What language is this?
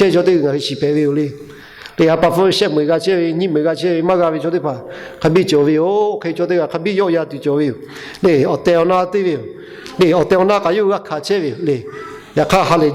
Lahu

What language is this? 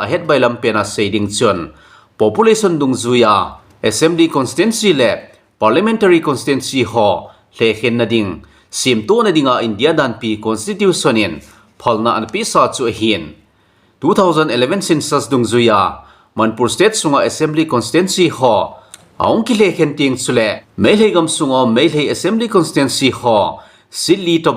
Thado Chin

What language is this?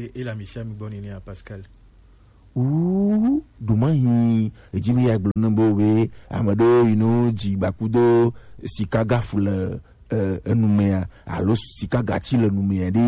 Gen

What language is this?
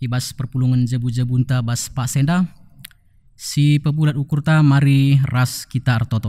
Batak Karo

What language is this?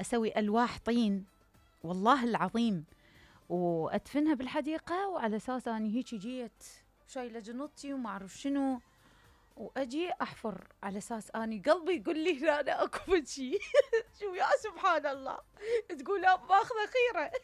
Mesopotamian Arabic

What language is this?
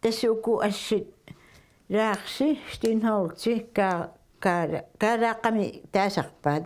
Kalaallisut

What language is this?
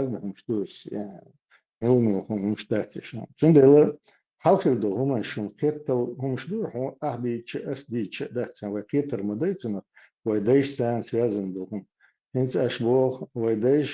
Chechen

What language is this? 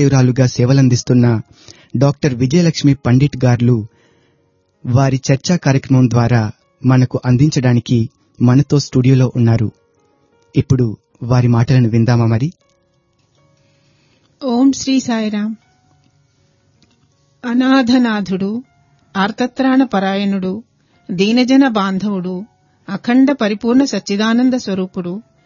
Telugu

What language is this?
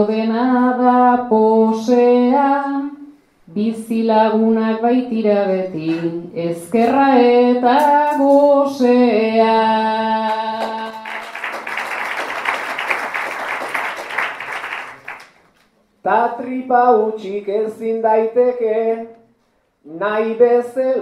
Basque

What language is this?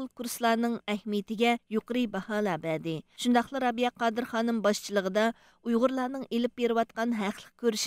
Uyghur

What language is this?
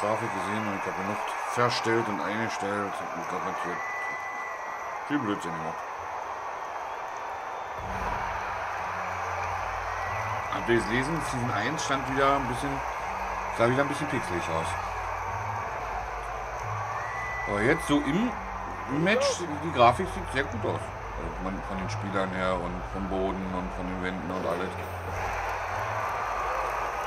German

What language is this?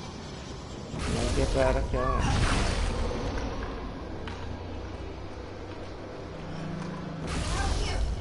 Hungarian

